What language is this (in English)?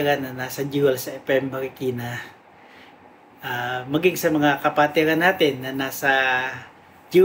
Filipino